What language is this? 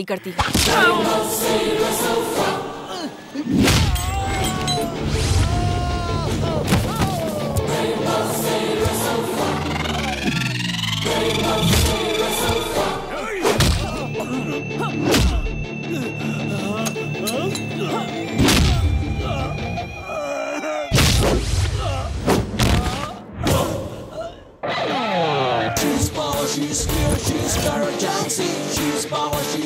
Hindi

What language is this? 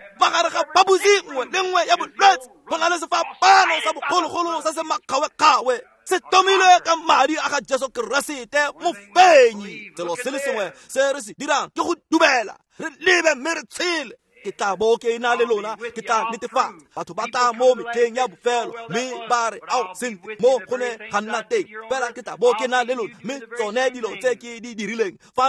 Tswana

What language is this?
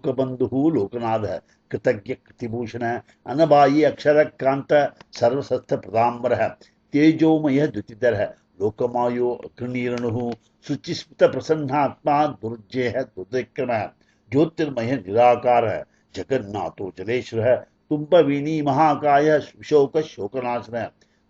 Sanskrit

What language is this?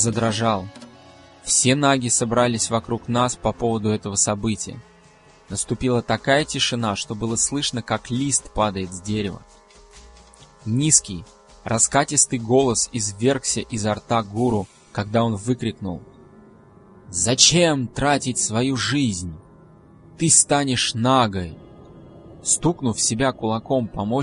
Russian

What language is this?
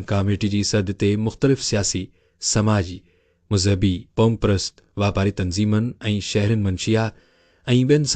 Sindhi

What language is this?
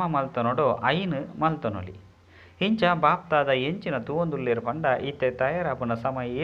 Tulu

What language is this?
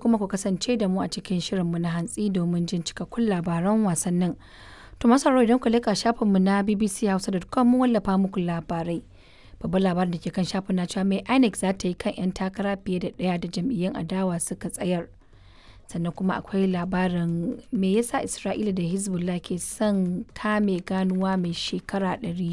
Hausa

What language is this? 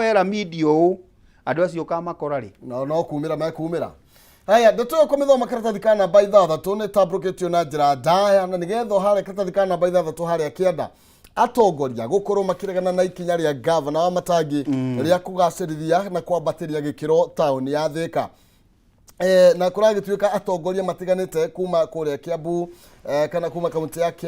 Kikuyu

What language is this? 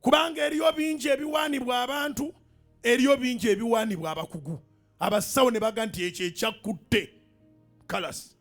Ganda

